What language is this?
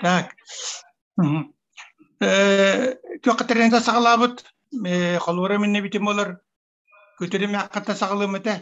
Yakut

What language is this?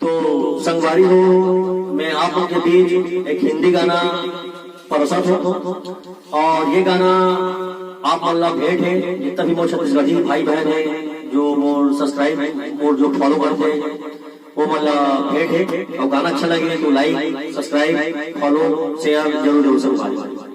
Chhattisgarhi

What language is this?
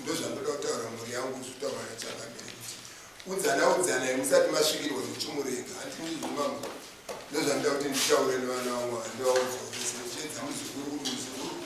Shona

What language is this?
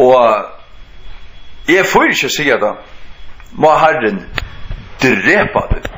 Faroese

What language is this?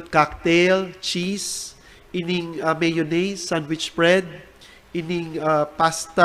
Bikol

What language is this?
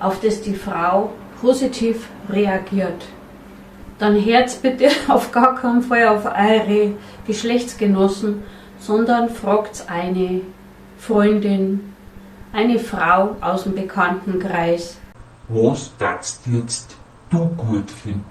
Bavarian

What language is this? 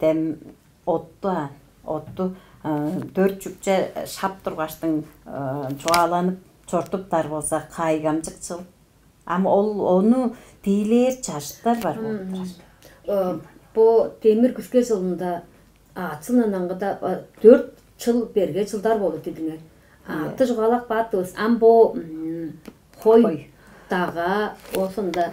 Tuvinian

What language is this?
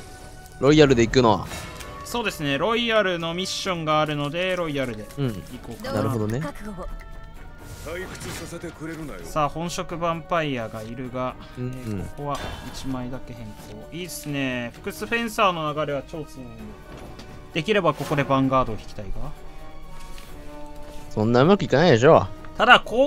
Japanese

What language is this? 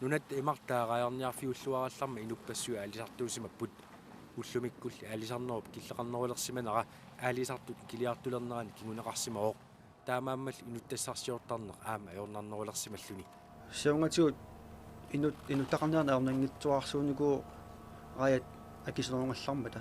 Kalaallisut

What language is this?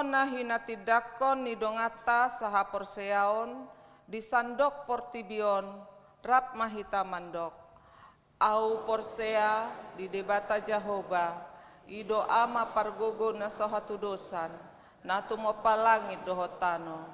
Batak Toba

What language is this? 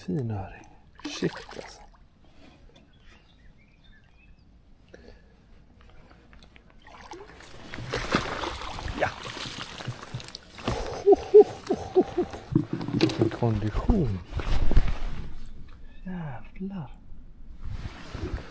Swedish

